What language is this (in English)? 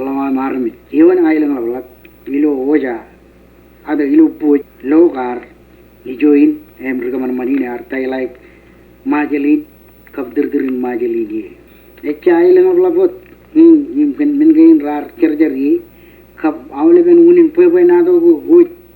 Marshallese